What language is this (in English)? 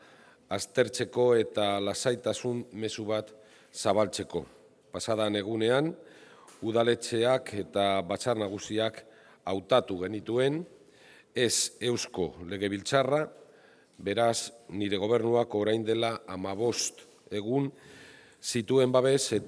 Basque